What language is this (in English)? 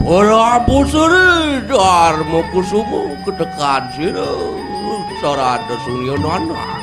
Balinese